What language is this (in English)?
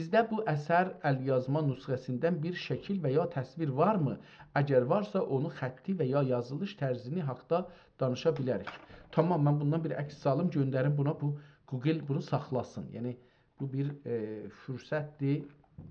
South Azerbaijani